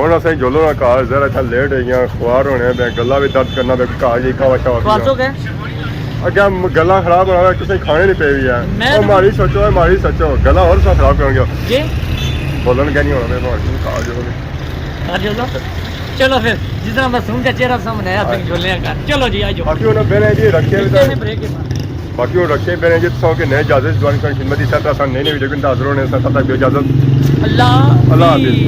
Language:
Pahari-Potwari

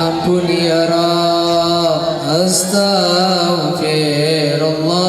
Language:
Banjar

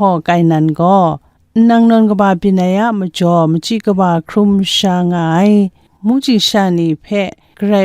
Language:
Kachin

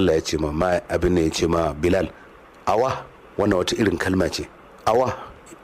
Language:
Hausa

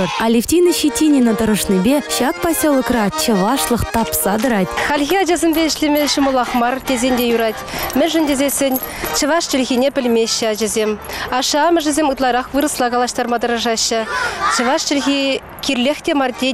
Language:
Chuvash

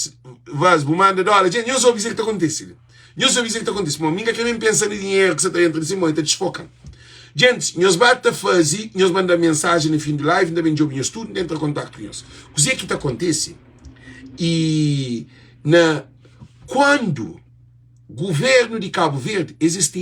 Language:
Kabuverdianu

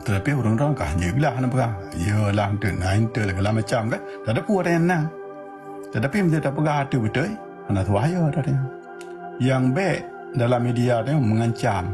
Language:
Achinese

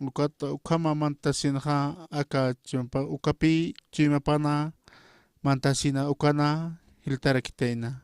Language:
Aymara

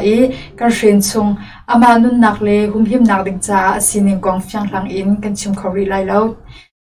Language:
Hakha Chin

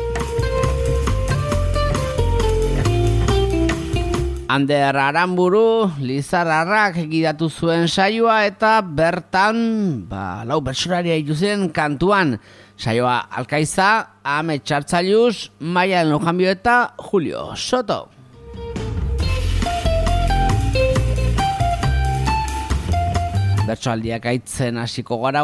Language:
Basque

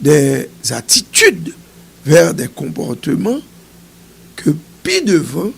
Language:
Haitian Creole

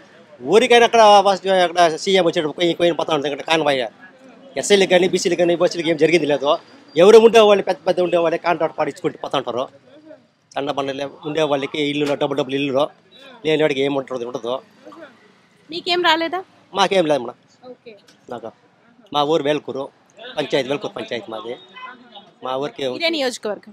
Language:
Telugu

